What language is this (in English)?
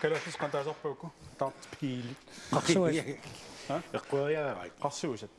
Kalaallisut